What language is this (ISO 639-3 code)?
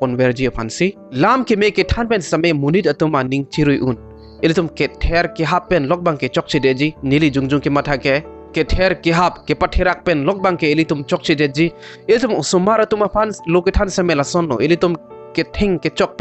mjw